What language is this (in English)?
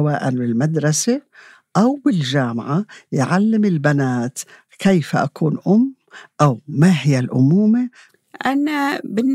North Levantine Arabic